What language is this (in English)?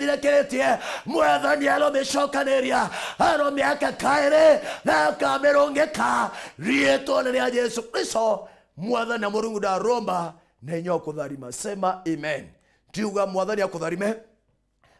Meru